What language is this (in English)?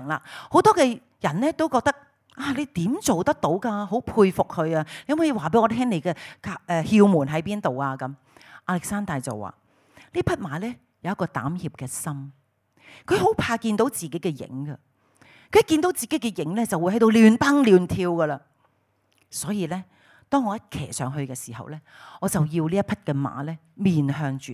Cantonese